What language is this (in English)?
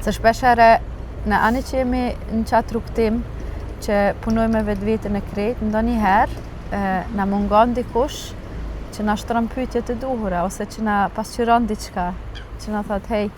Albanian